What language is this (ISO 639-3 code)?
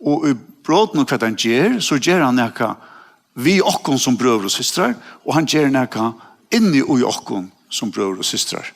fao